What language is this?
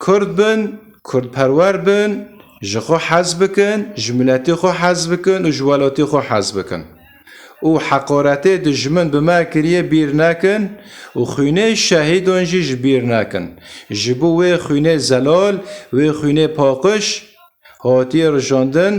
Kurdish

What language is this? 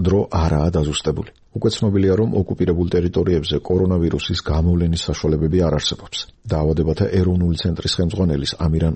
Georgian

